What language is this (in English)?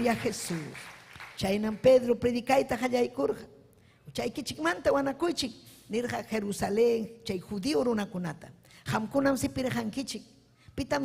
Ayacucho Quechua